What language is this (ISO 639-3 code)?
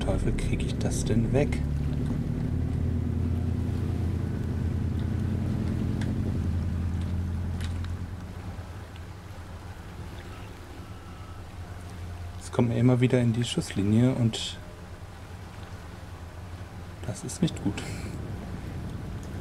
deu